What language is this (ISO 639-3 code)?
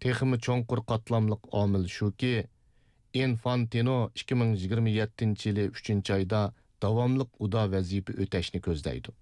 uig